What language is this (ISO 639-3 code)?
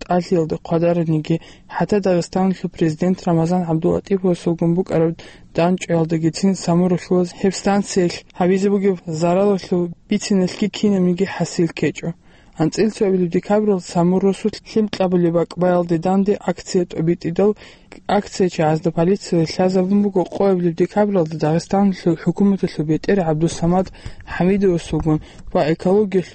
ava